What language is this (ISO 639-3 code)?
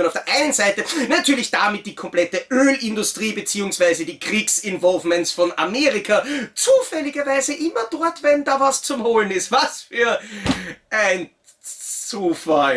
deu